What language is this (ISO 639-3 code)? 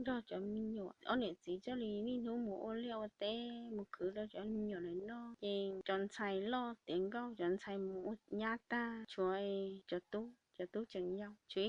hmn